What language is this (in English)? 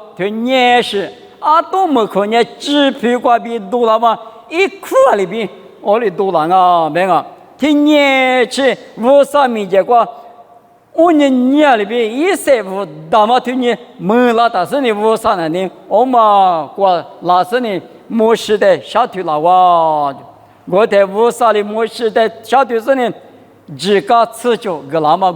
Lisu